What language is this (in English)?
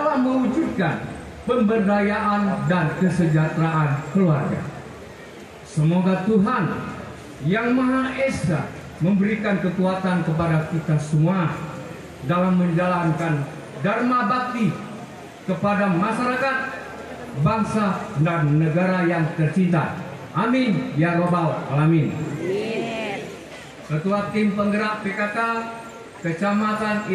Indonesian